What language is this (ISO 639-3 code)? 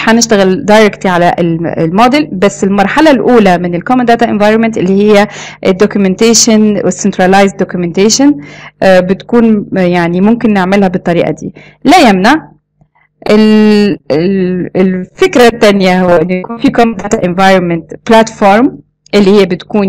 arz